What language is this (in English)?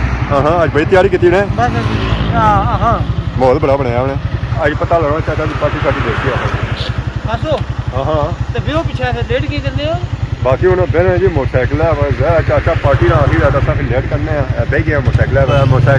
Pahari-Potwari